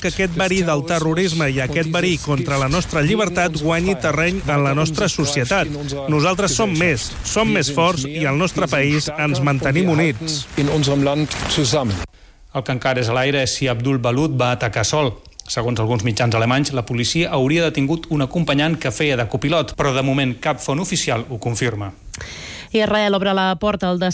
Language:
Catalan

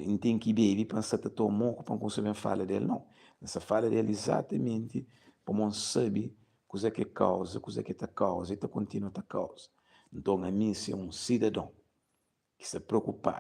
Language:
Kabuverdianu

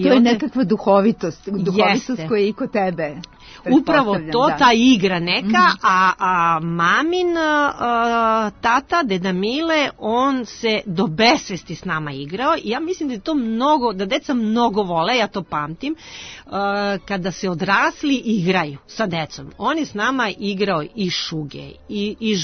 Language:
Serbian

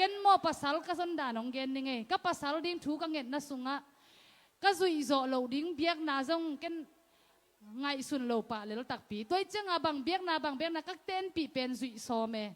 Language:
Tedim Chin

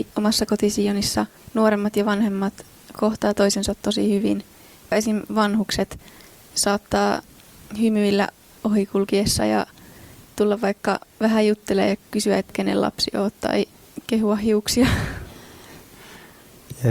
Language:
Finnish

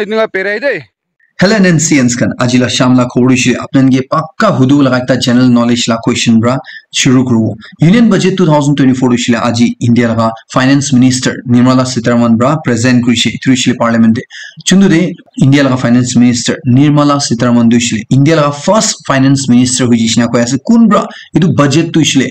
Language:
Naga Pidgin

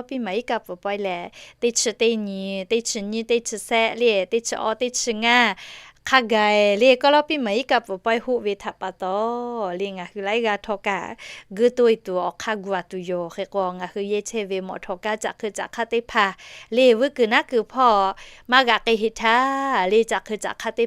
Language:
Lahu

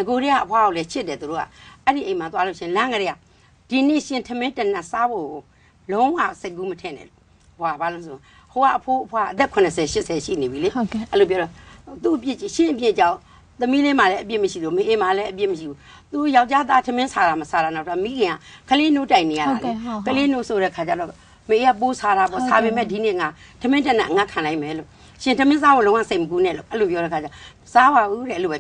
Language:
Burmese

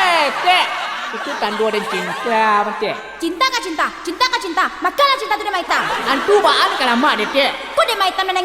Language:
Minangkabau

